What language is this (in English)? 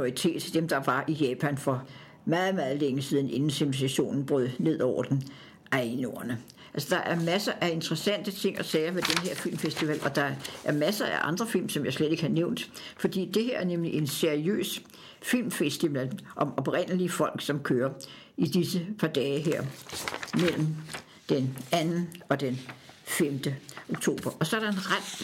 Danish